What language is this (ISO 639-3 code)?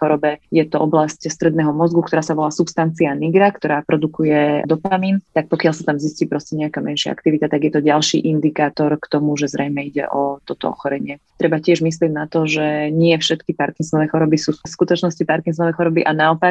slk